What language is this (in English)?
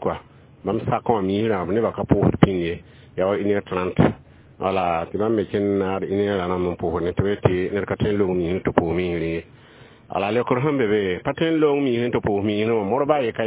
Mossi